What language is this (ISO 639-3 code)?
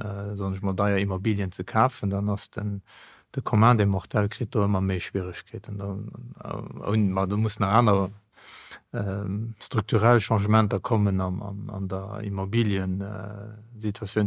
ltz